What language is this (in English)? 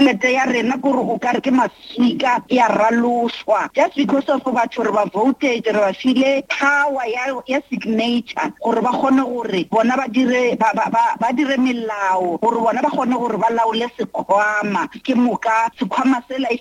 Northern Sotho